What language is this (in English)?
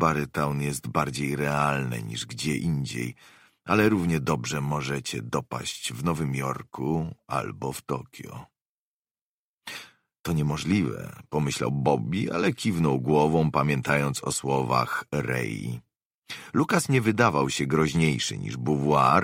Polish